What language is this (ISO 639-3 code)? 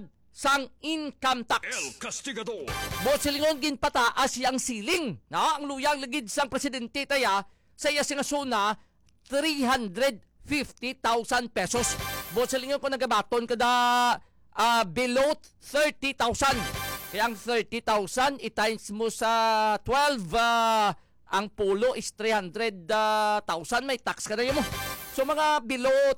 hil